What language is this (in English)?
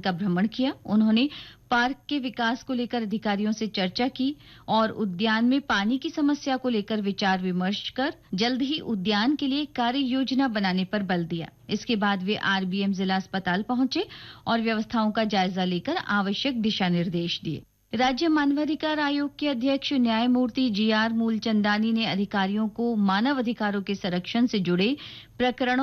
Hindi